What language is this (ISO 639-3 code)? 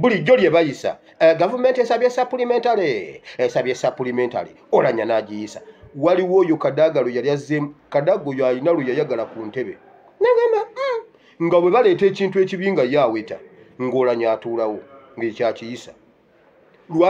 lug